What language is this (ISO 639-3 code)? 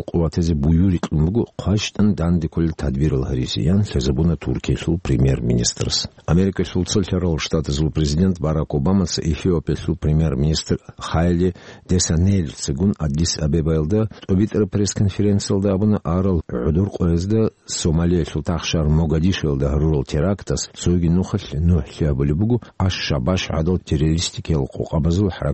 ava